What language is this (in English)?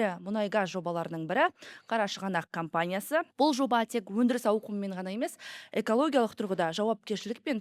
Kazakh